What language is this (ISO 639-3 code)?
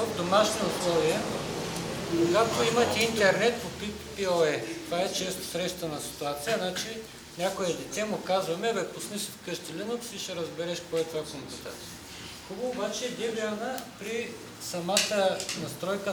bul